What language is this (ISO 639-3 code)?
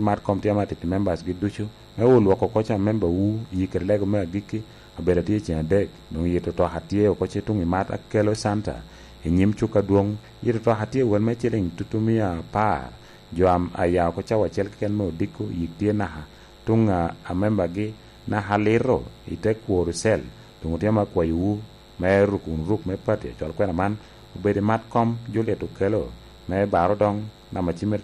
laj